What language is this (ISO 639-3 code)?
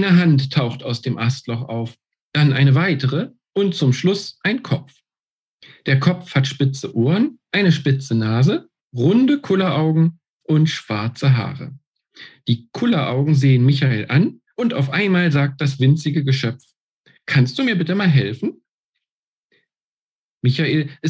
deu